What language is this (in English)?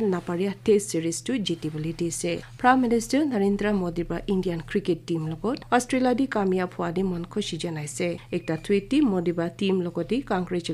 Naga Pidgin